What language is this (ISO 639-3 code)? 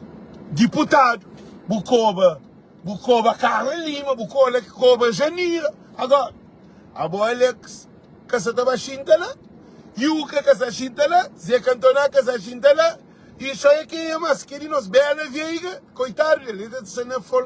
kea